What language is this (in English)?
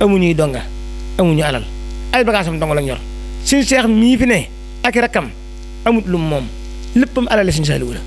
Wolof